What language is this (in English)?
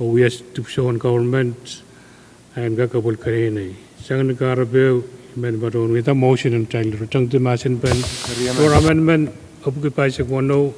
Pohnpeian